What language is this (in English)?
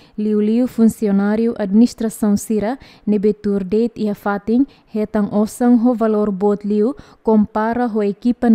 Tetum